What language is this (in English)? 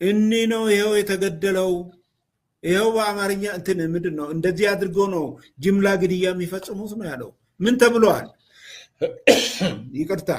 Amharic